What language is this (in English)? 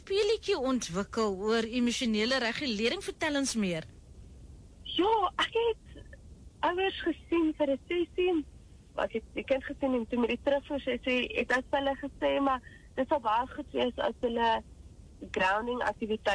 Afrikaans